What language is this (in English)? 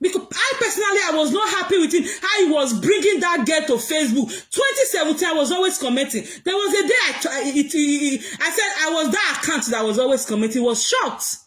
Nigerian Pidgin